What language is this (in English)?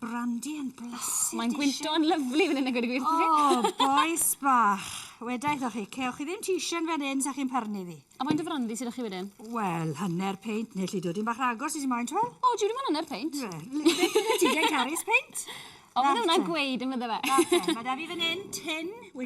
Welsh